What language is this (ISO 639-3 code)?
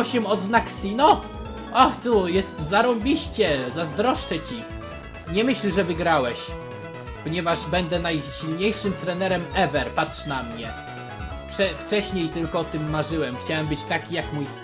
pol